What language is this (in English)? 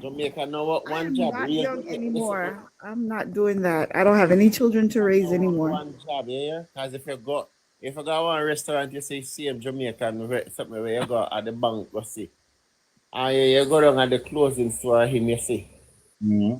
Jamaican Creole English